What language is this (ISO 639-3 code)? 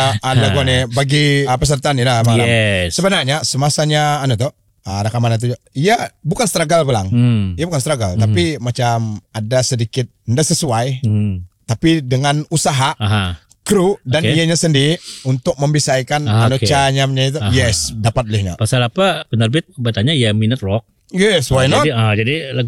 msa